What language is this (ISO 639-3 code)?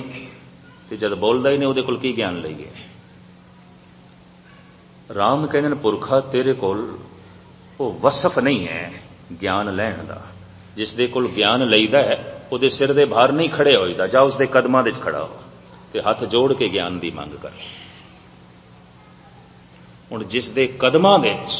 pan